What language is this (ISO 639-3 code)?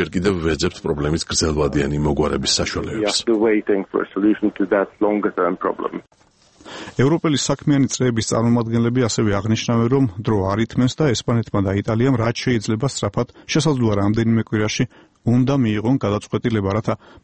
kat